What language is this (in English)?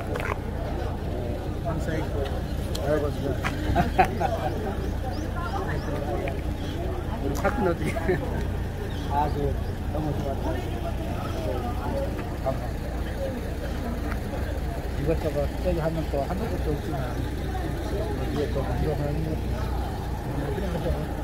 Korean